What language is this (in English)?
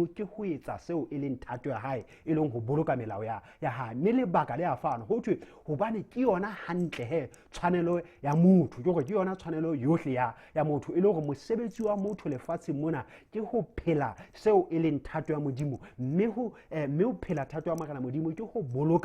Southern Sotho